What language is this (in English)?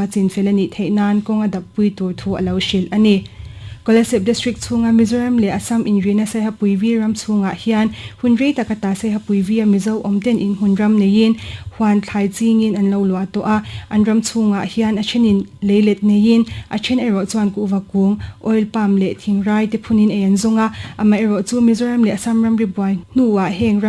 Mizo